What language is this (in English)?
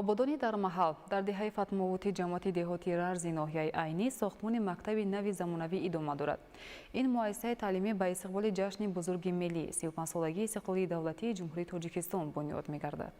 Tajik